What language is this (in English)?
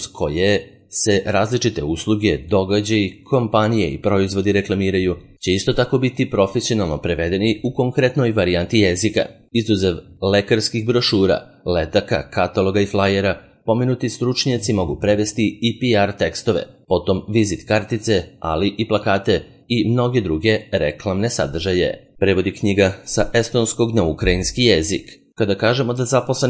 Serbian